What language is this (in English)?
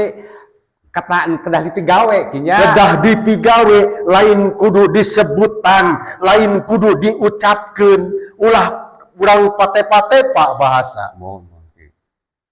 Sundanese